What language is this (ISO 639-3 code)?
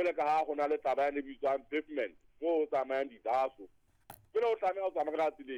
sot